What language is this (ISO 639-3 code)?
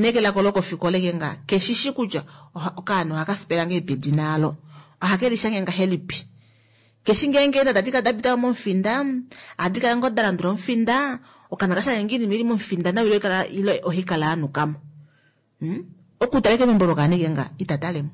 kua